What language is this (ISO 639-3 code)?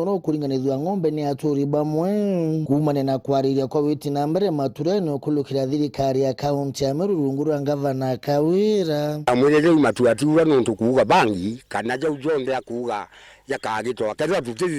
mer